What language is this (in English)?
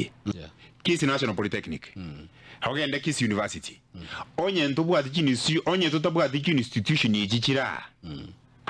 Gusii